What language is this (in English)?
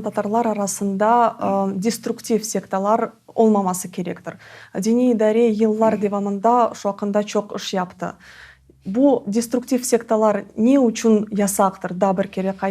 Crimean Tatar